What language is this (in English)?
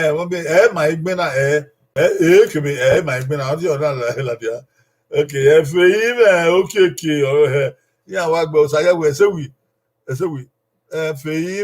Bini